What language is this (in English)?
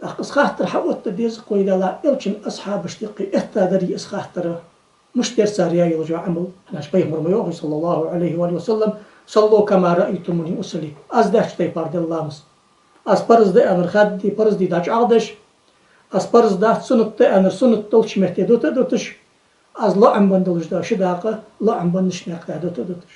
Ingush